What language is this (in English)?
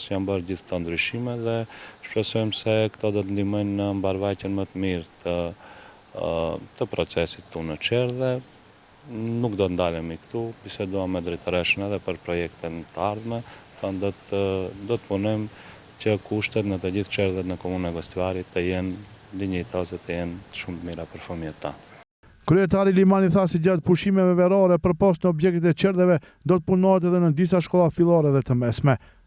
Albanian